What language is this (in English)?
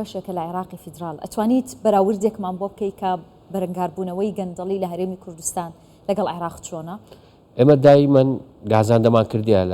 Central Kurdish